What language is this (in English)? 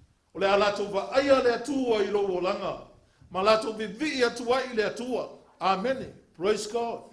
Samoan